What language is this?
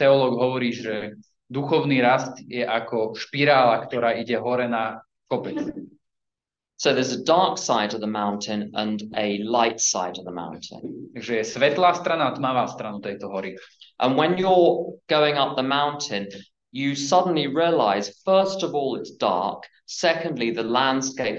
Slovak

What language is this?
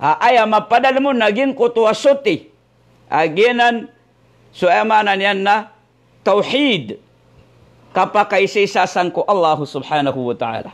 Maranao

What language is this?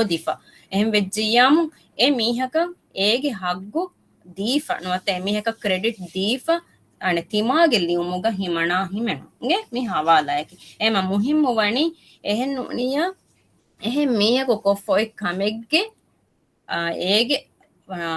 Divehi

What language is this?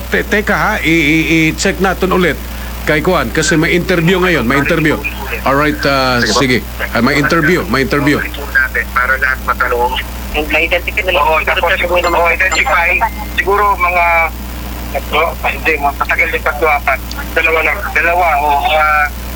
Filipino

